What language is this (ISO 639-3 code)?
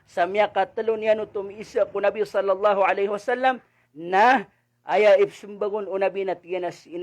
mrw